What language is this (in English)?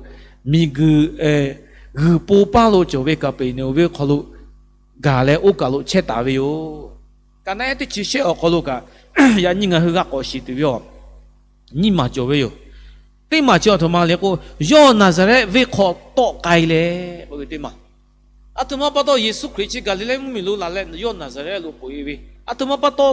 Lahu